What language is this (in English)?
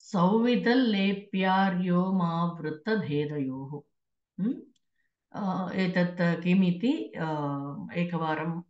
Sanskrit